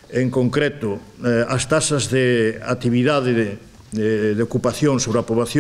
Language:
Galician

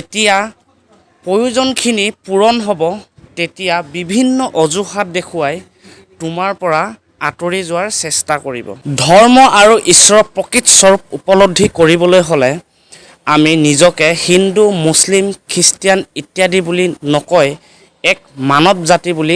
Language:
Assamese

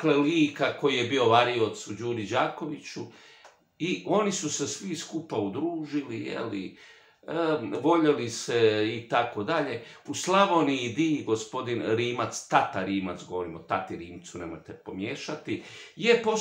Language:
Croatian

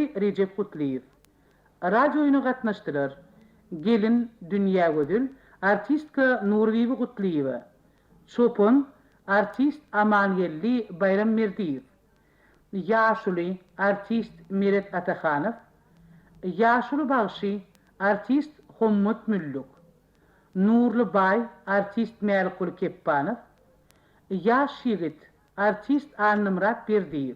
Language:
Turkmen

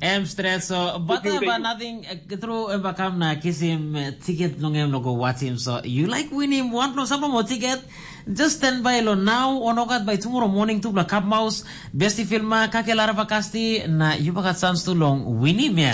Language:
Tok Pisin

